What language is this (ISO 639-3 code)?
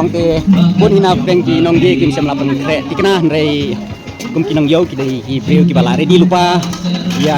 kha